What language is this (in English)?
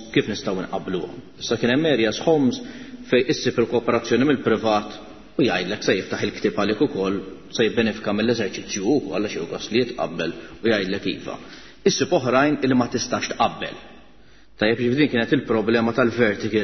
Maltese